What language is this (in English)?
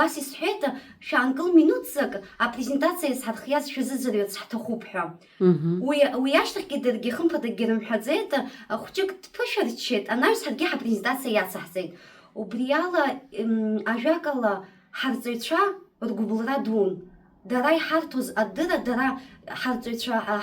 Abkhazian